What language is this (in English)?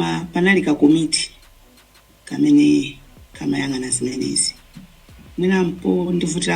Nyanja